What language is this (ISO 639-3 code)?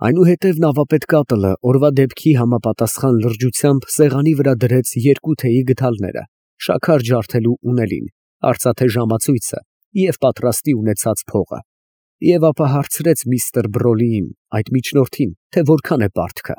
hye